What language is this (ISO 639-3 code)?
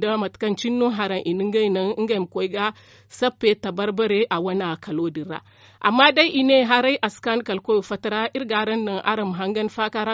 dje